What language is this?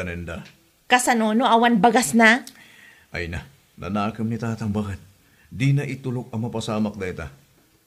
Iloko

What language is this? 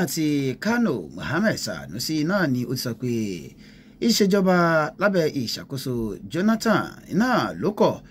Yoruba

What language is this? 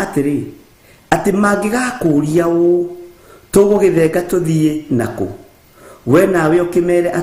Kikuyu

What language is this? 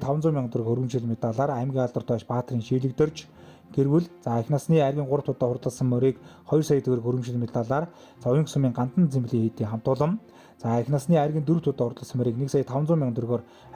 Mongolian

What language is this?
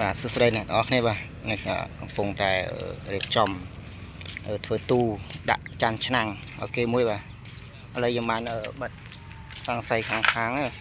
Khmer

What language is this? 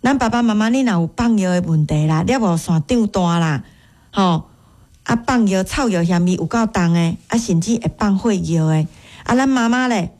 Min Nan Chinese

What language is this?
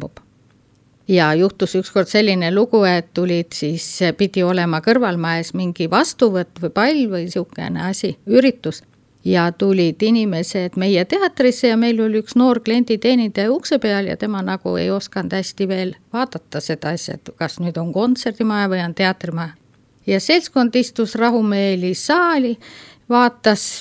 Estonian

